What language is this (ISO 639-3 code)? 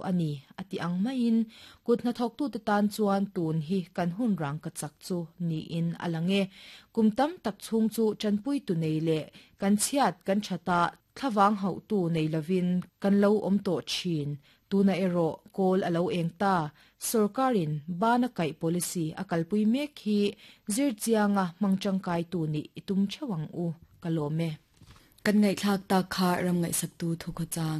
lus